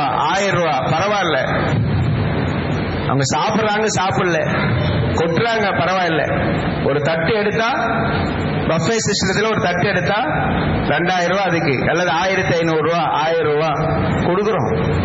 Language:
Tamil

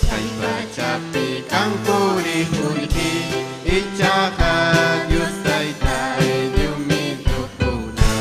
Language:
Ayacucho Quechua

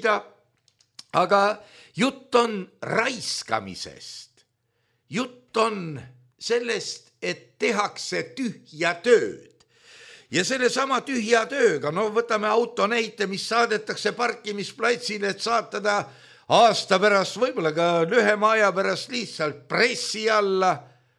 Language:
Estonian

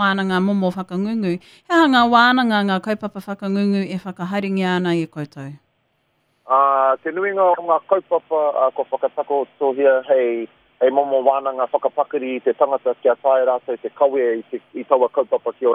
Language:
Māori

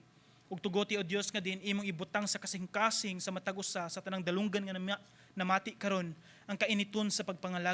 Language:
Cebuano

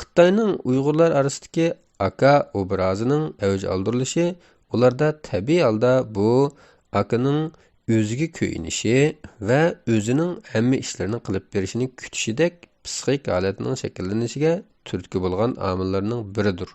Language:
Uyghur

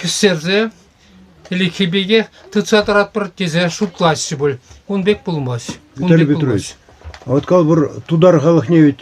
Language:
Chuvash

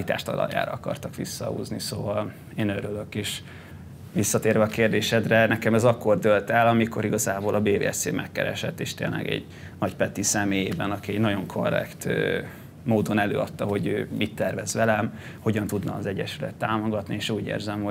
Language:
Hungarian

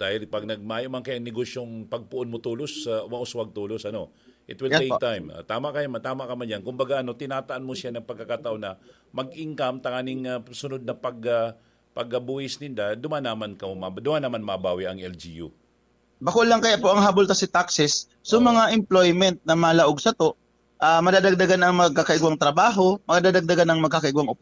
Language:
Bikol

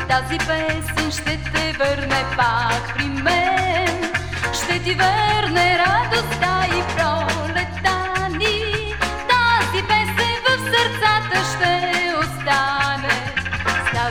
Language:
Bulgarian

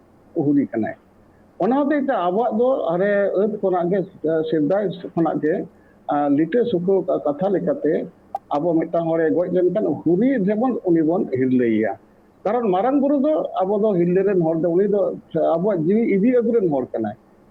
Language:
Santali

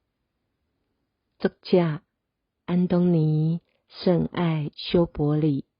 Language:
Min Nan Chinese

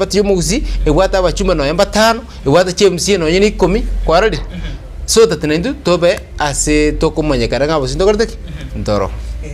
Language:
Gusii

